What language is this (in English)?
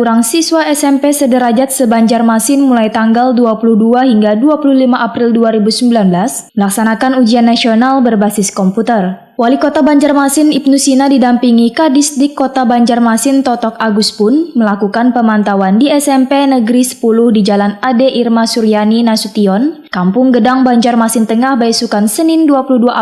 Banjar